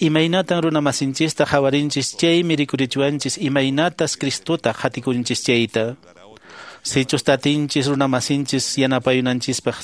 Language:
Quechua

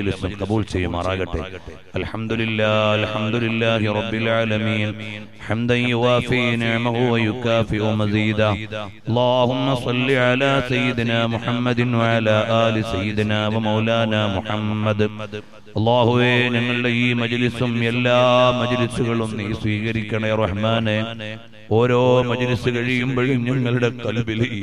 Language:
Malayalam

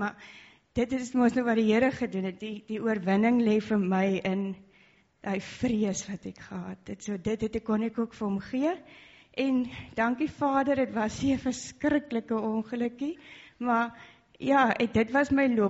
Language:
Afrikaans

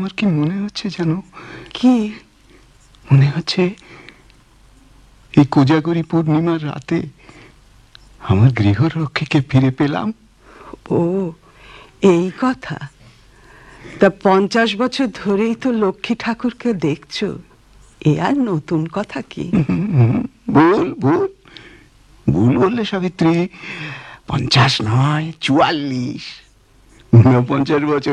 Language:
Bangla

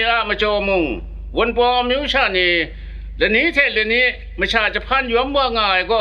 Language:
Kachin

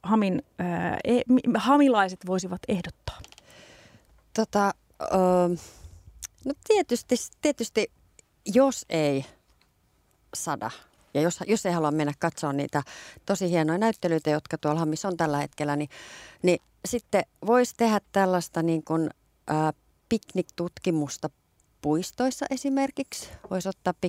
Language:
Finnish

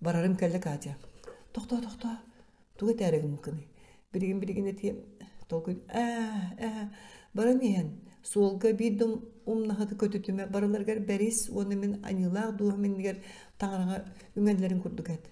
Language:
Yakut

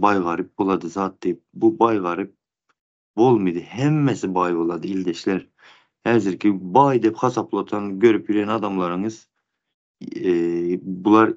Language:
Turkmen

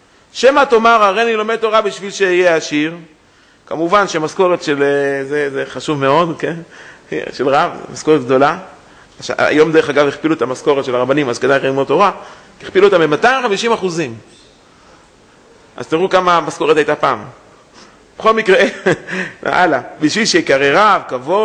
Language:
Hebrew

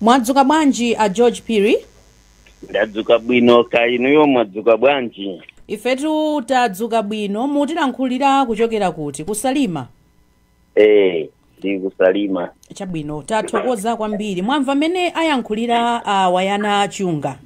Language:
Nyanja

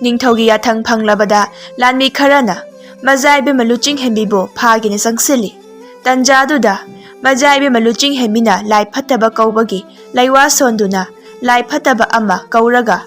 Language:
Manipuri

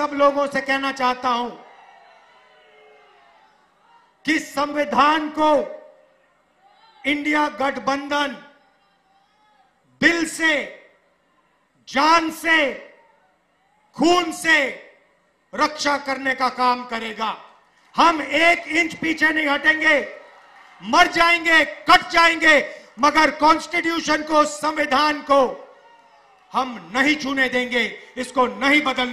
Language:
Hindi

